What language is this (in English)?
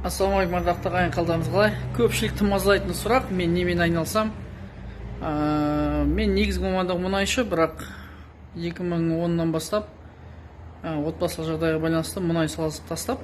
Kazakh